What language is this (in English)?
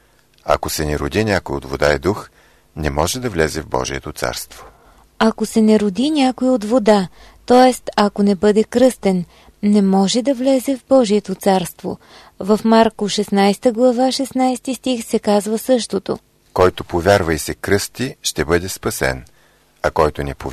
Bulgarian